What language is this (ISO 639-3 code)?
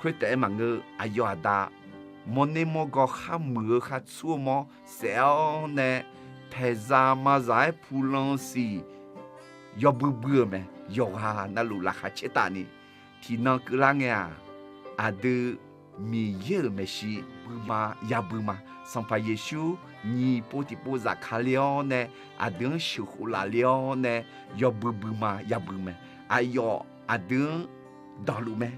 ahk